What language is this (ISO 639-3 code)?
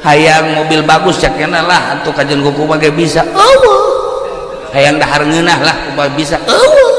sun